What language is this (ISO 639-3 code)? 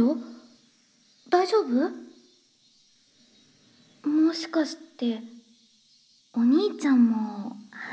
jpn